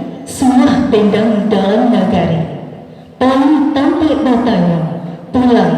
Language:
Minangkabau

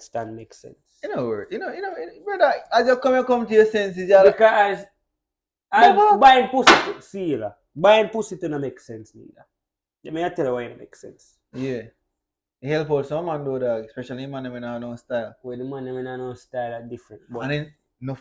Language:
Jamaican Creole English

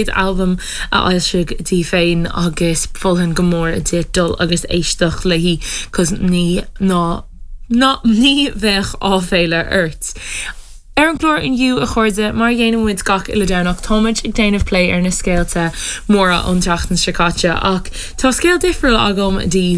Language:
Irish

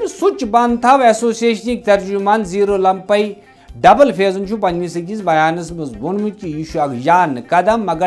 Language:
Kashmiri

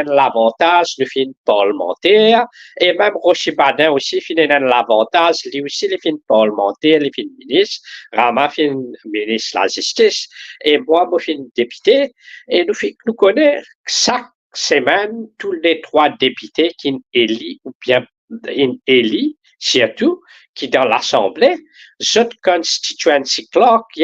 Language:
Morisyen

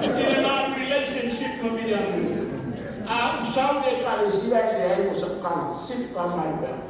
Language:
Samoan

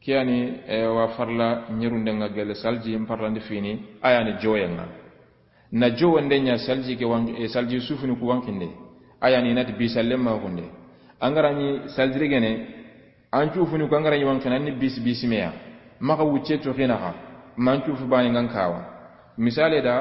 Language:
Soninke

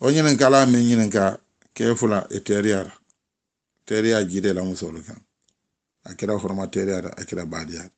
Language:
Mandingo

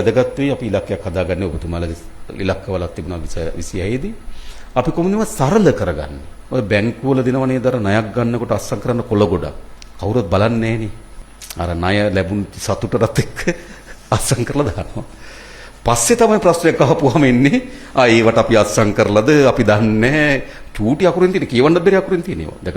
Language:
Sinhala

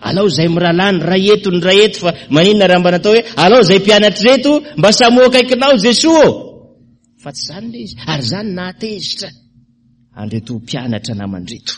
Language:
Malagasy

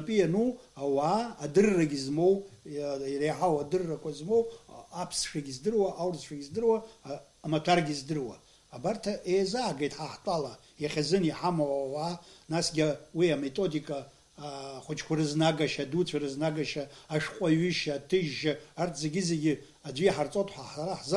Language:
Abkhazian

